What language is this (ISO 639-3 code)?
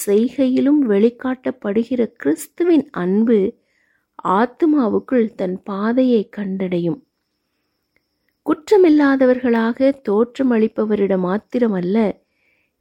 tam